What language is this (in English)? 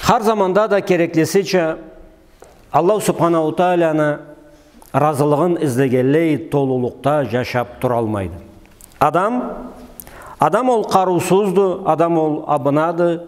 Karachay-Balkar